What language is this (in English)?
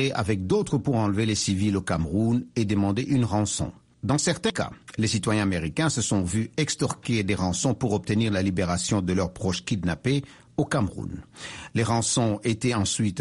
French